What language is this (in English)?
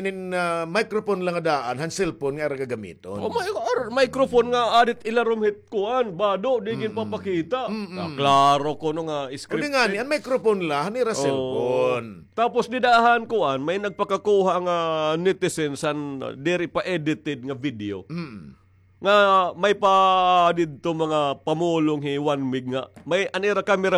Waray